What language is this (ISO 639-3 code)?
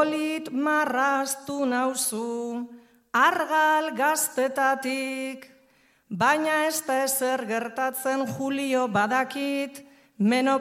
eus